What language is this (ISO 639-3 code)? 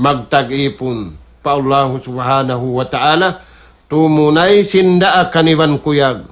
tsg